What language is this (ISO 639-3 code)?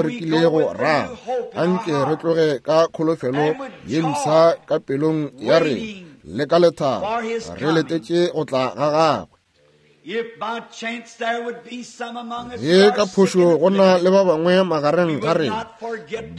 nso